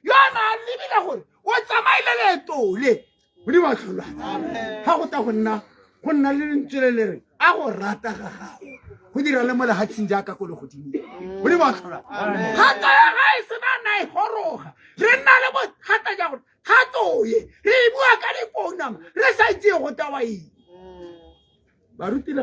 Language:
Tswana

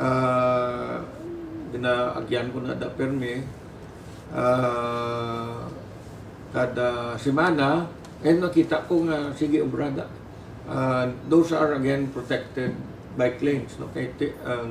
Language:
Hiligaynon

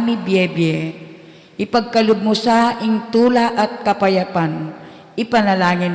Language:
Pampanga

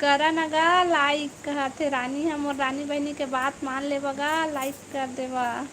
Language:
Chhattisgarhi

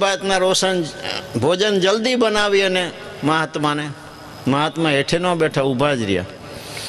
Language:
Gujarati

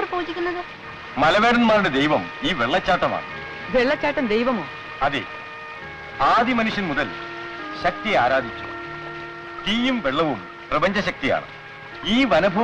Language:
Malayalam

